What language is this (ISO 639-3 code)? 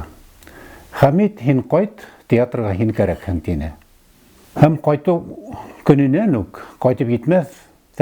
bak